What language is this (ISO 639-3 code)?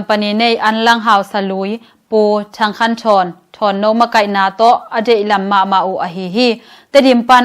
ctd